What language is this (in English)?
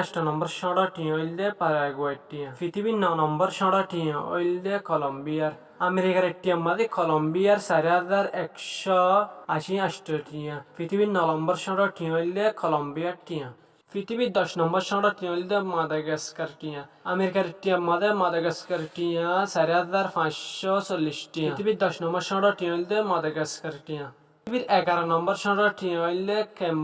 Rohingya